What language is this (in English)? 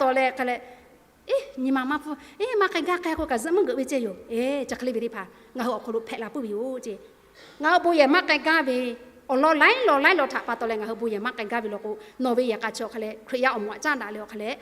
Lahu